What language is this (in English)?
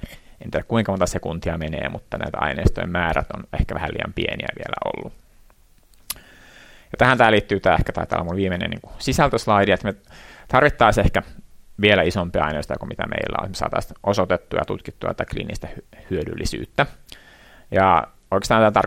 Finnish